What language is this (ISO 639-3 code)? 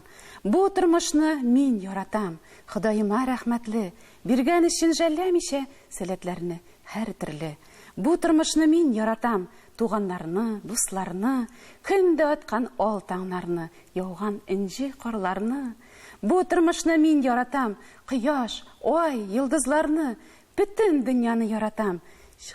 tat